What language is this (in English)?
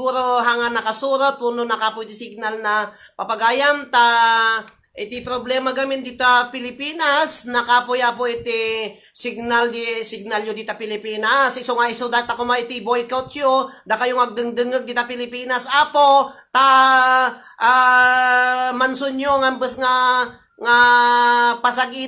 Iloko